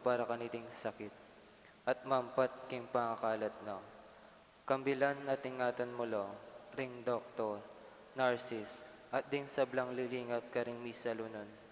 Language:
Pampanga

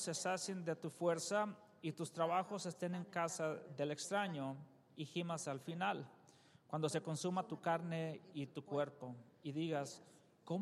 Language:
Spanish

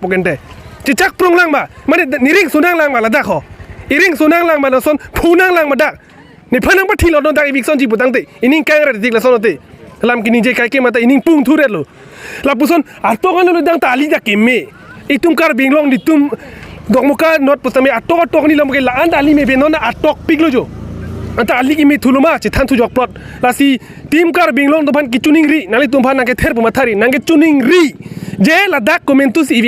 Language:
Karbi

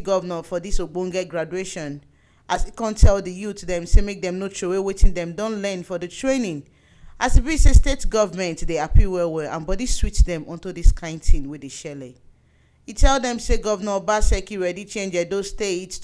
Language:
Nigerian Pidgin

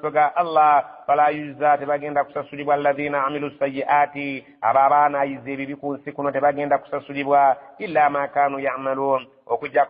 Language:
Ganda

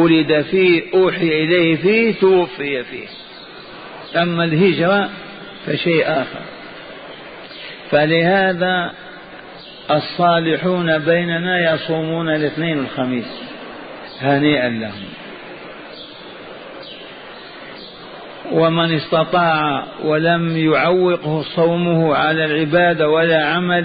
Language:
Arabic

